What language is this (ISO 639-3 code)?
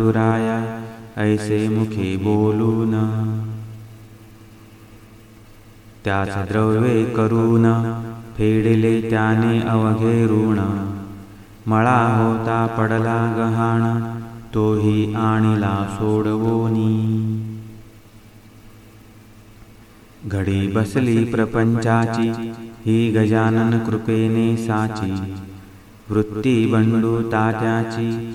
mar